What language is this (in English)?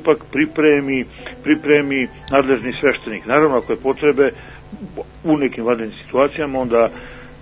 Serbian